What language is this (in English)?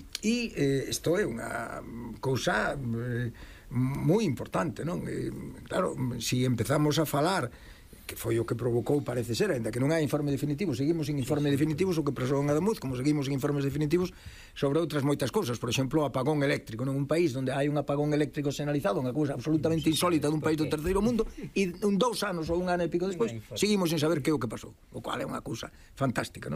Galician